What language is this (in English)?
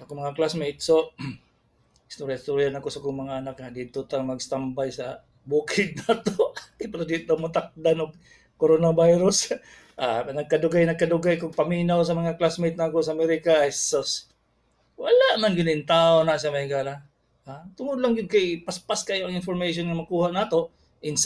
Cebuano